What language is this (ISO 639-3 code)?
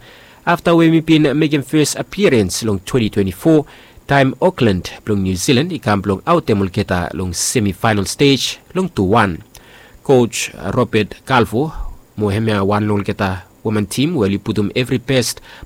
bis